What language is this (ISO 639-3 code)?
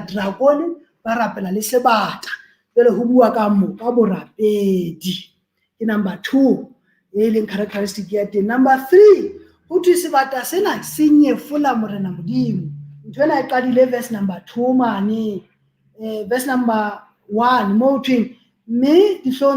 sot